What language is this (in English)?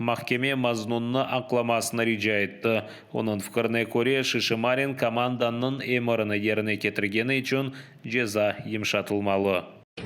Crimean Tatar